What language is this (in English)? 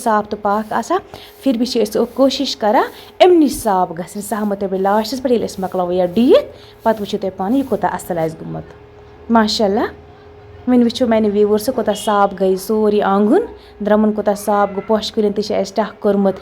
Kashmiri